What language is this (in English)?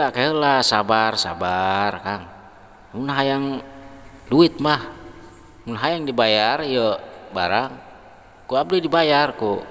Sundanese